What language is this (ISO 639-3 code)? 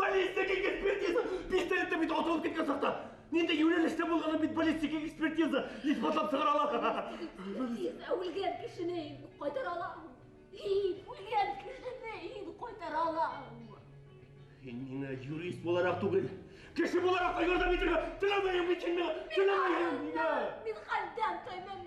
bak